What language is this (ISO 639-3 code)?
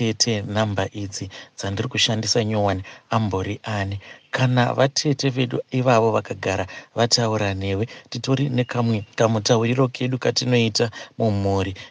sna